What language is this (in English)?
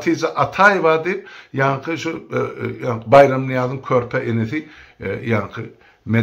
Turkmen